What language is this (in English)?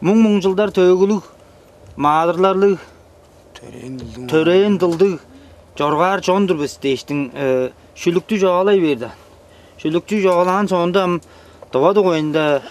Tuvinian